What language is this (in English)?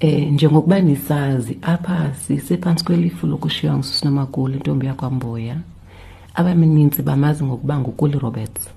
Xhosa